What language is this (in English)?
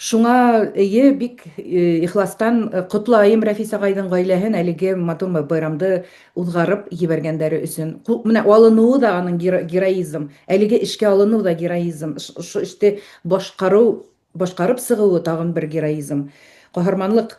Bashkir